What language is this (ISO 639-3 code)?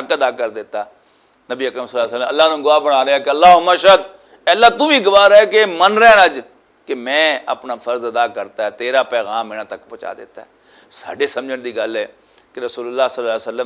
lah